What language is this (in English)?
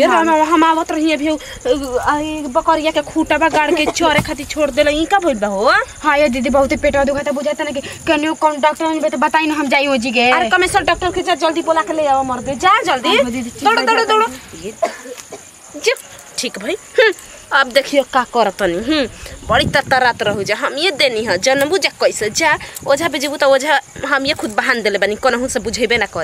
Bhojpuri